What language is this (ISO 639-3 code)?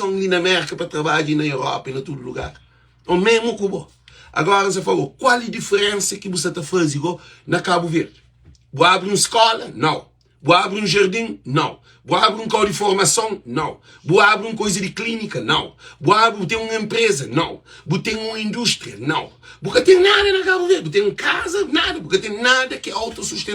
kea